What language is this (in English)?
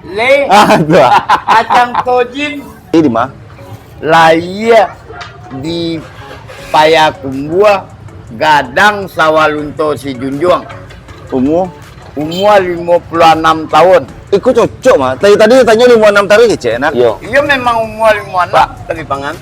Minangkabau